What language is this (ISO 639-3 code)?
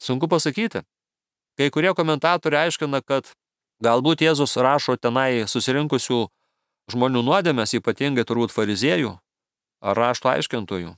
lit